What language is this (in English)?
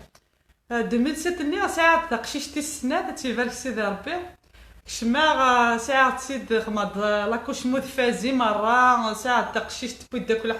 Kabyle